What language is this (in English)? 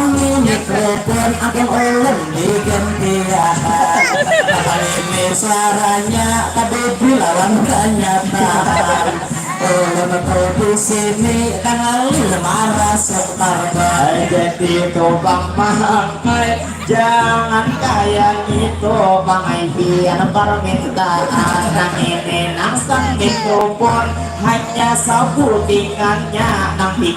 Banjar